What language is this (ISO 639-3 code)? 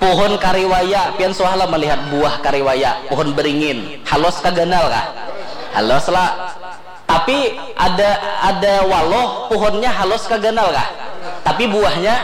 bjn